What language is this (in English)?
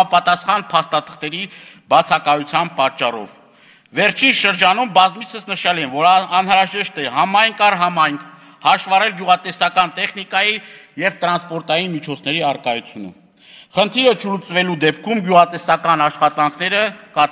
Armenian